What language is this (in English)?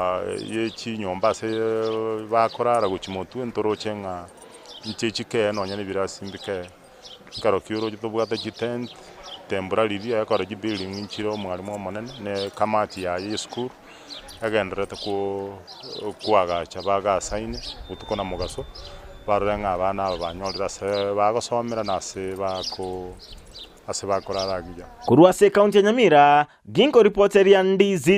Gusii